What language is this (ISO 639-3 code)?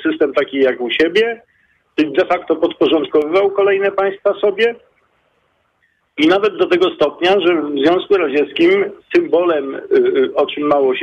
pol